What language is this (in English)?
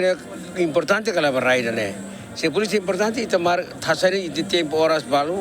Tetum